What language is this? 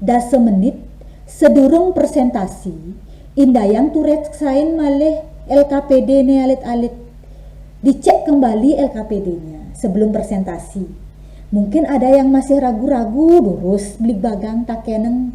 Balinese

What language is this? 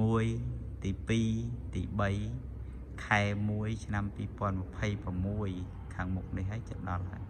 Khmer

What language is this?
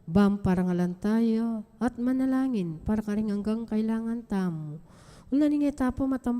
Pampanga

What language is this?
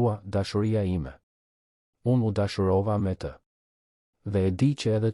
Albanian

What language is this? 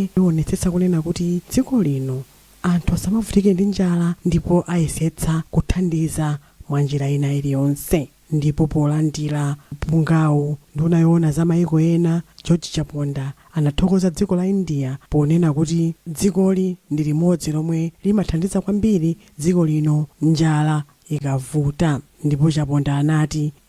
Nyanja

